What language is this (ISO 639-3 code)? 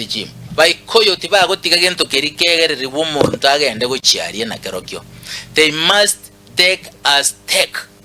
guz